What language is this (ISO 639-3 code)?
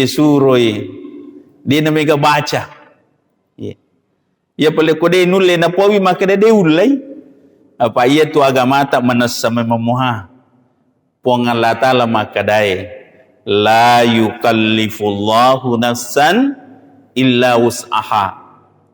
bug